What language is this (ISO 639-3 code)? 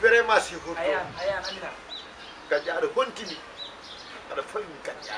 ful